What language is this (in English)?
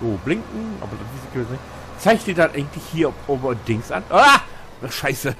Low German